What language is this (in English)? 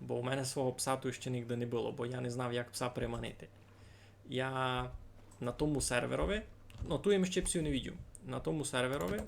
Rusyn